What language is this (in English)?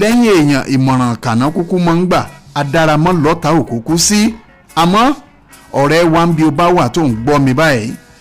Yoruba